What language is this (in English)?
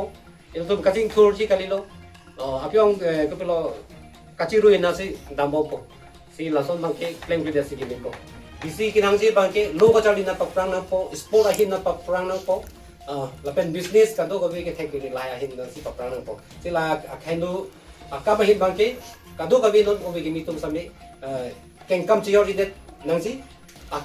Karbi